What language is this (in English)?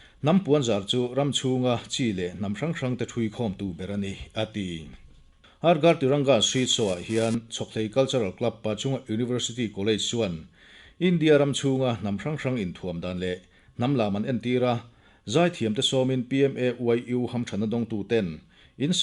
Mizo